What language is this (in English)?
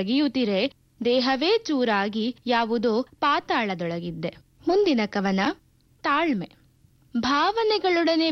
Kannada